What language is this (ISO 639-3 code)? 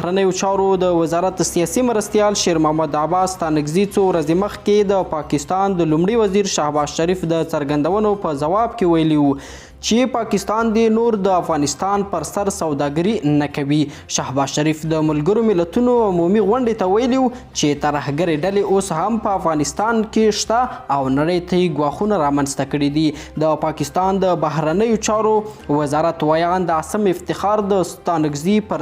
pus